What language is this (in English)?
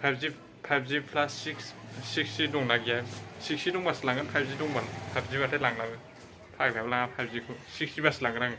Bodo